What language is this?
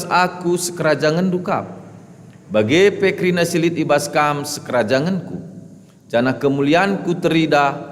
Batak Karo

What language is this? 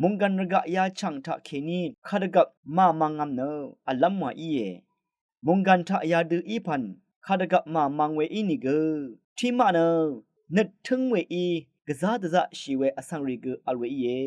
Rawang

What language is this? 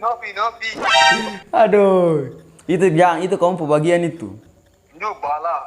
Ambonese Malay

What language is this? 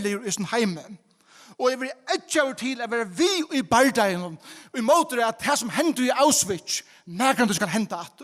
Faroese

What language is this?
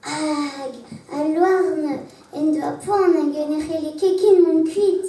Breton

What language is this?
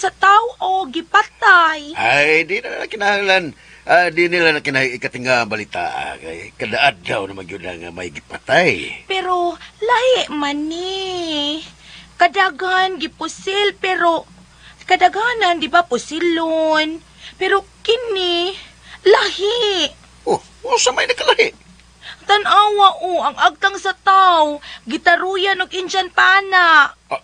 Cebuano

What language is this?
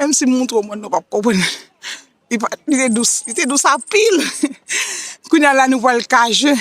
Haitian Creole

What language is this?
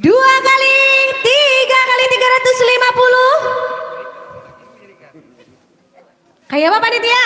Banjar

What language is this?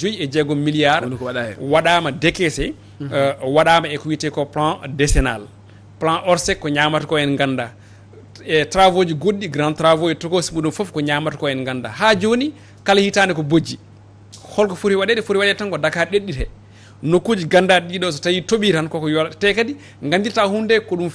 Fula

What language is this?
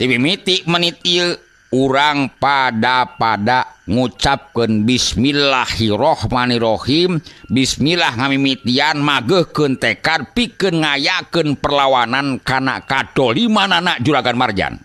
Sundanese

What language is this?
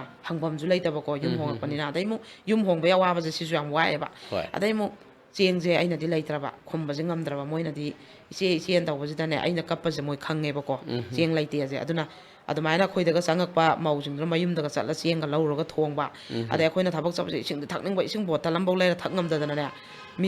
Manipuri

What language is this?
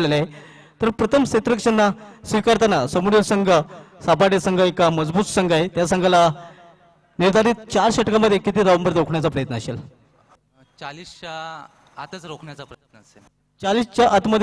Marathi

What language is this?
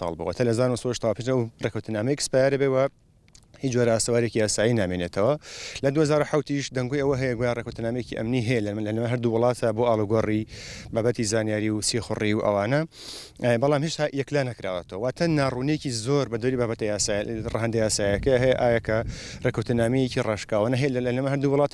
Central Kurdish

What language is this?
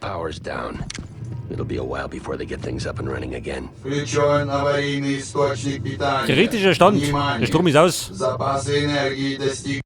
Bavarian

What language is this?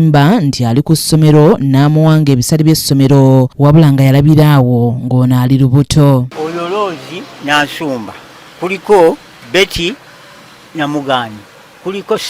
Ganda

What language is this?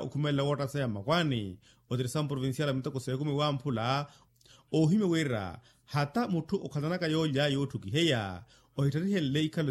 Makhuwa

